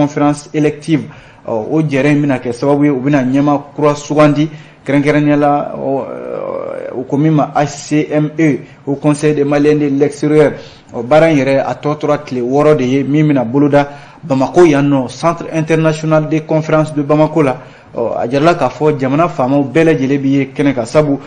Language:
Bambara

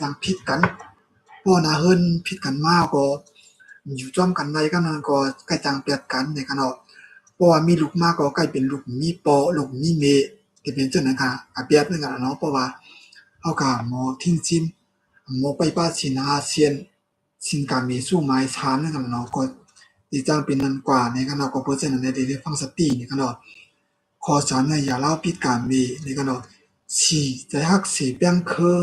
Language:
Shan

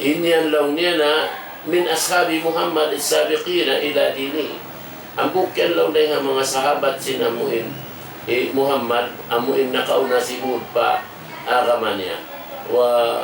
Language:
Tausug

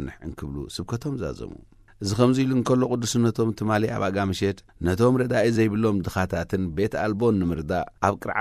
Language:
Tigrinya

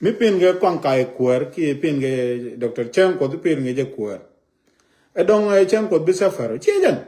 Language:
Nuer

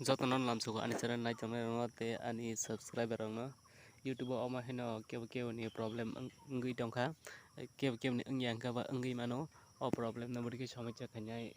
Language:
Kok Borok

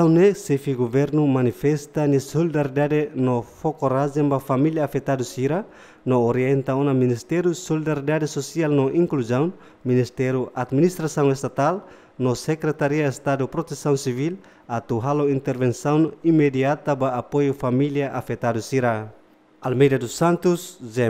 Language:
Tetum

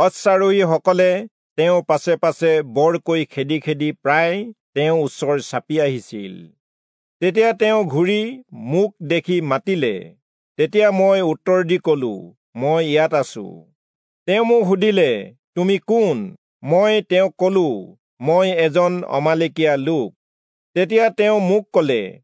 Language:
Assamese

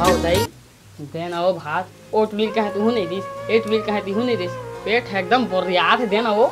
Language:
Chhattisgarhi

